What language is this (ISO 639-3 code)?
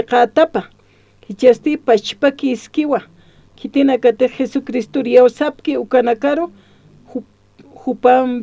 aym